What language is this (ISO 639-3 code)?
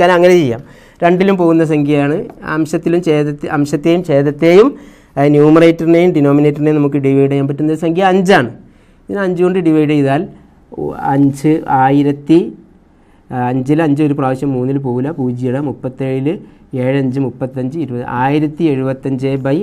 mal